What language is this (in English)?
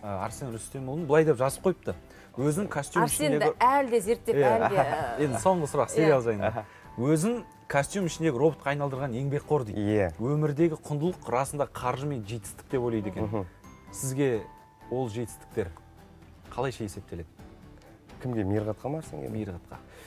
Kazakh